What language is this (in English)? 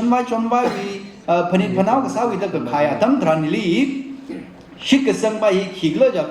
Tangkhul Naga (India)